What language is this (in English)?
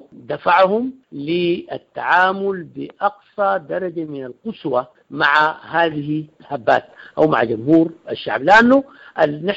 Sudanese Arabic